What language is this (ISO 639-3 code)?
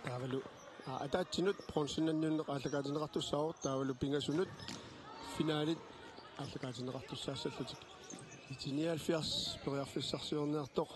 kal